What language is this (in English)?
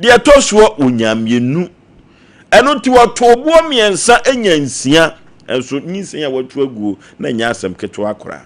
Akan